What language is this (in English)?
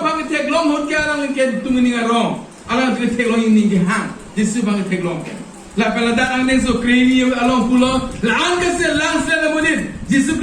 Karbi